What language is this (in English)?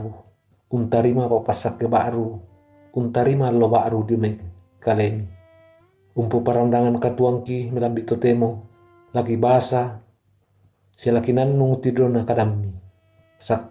Toraja-Sa'dan